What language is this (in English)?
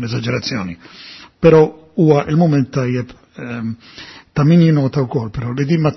Maltese